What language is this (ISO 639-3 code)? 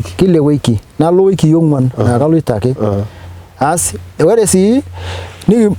mas